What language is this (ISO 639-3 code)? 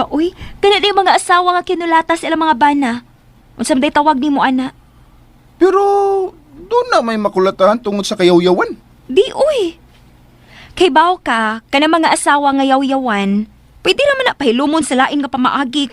ceb